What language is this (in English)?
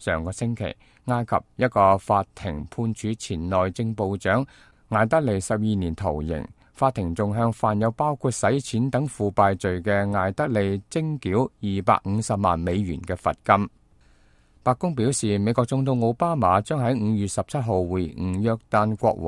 Cantonese